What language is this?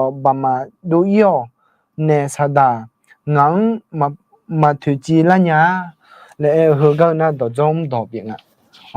Akha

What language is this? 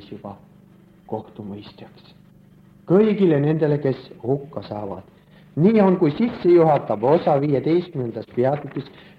Estonian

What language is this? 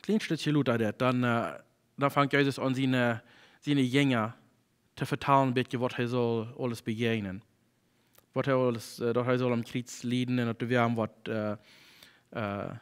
Plautdietsch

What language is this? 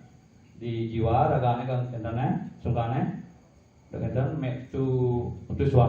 Balinese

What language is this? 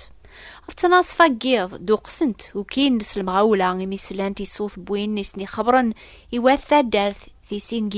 Kabyle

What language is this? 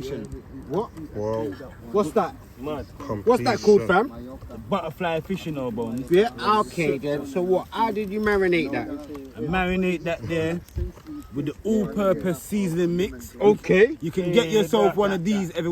Jamaican Creole English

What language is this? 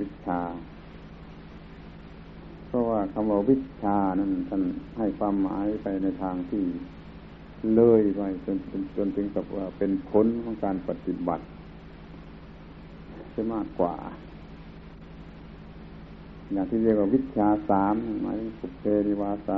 Thai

